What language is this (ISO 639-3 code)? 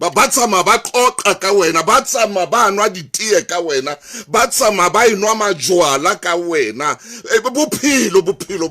sot